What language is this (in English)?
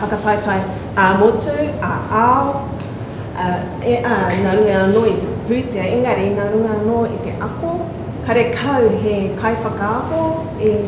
Māori